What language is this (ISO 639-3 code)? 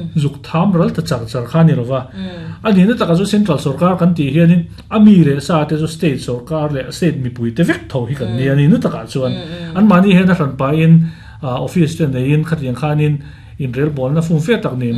lus